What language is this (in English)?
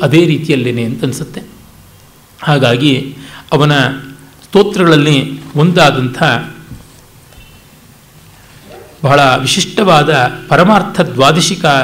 Kannada